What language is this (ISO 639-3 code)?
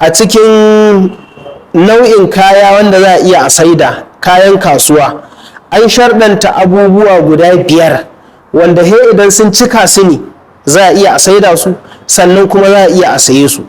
hau